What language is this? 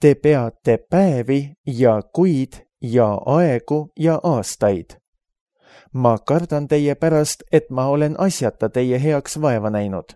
Estonian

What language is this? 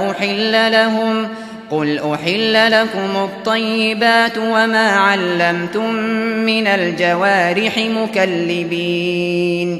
Uyghur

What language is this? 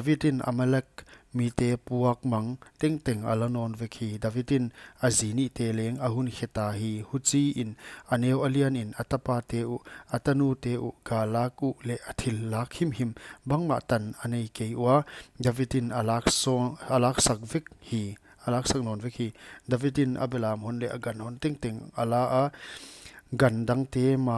Paite Chin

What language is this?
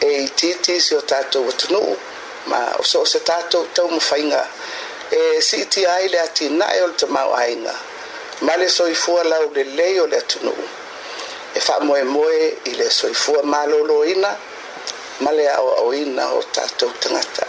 Samoan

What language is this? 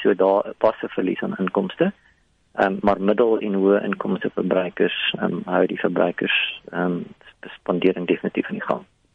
Afrikaans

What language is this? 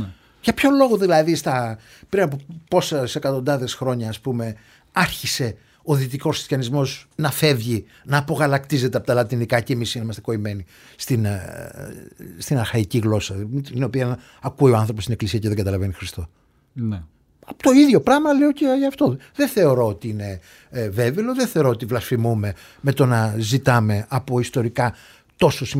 Greek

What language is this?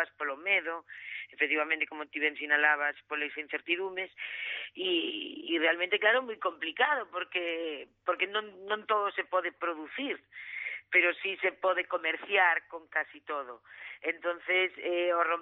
Galician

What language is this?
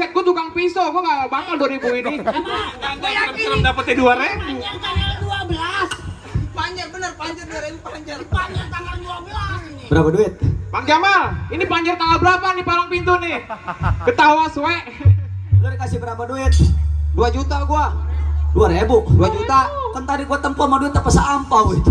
Betawi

